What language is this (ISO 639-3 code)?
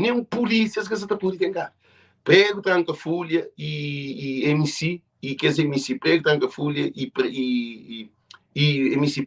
kea